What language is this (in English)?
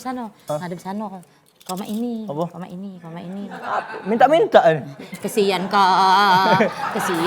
Musi